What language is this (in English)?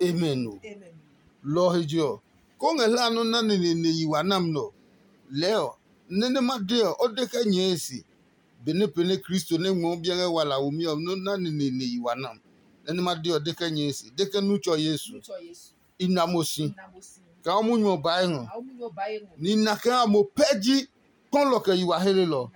Adangme